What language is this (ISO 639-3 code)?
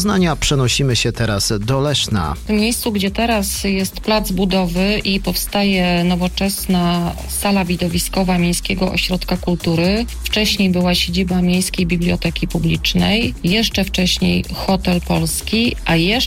pol